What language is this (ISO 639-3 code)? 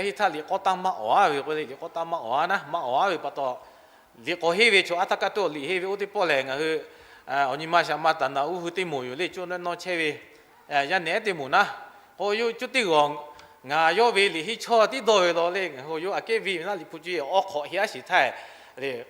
lhu